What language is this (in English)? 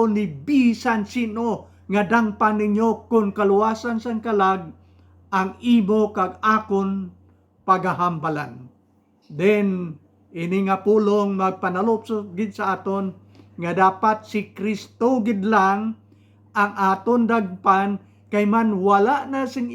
Hiligaynon